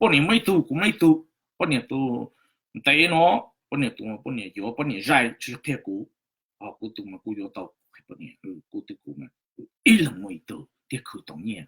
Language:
Hmong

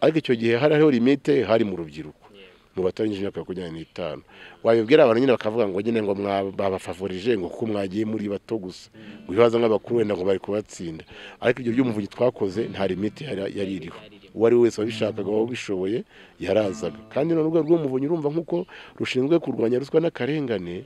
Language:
Kinyarwanda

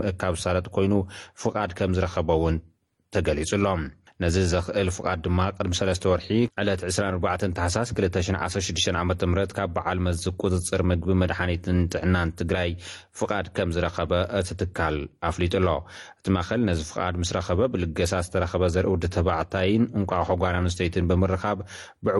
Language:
Tigrinya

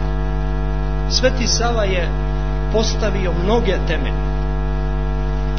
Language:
Serbian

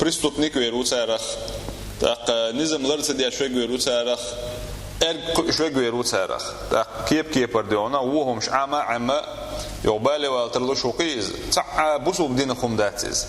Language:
Chechen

